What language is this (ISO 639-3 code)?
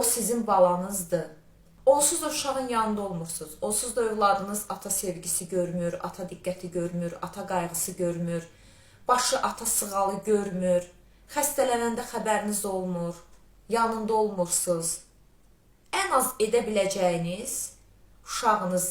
aze